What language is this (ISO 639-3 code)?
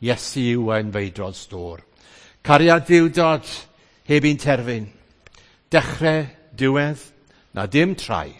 cym